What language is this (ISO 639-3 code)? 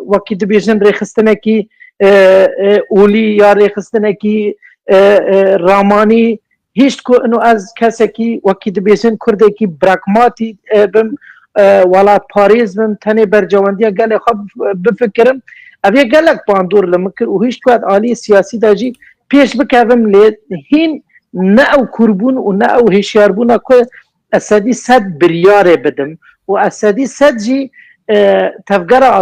kur